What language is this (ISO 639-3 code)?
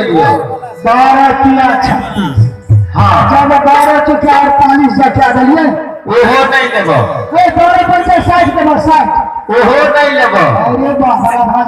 mai